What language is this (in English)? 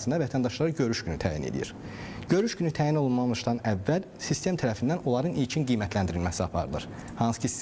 Azerbaijani